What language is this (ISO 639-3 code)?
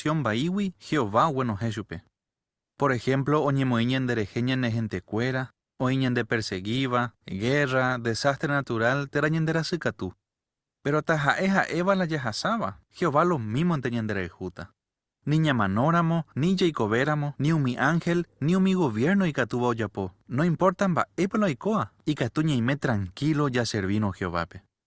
grn